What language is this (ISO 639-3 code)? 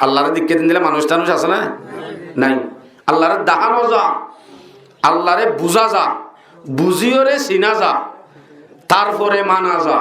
rhg